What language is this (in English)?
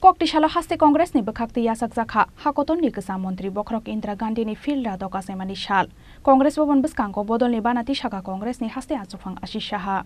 Kok Borok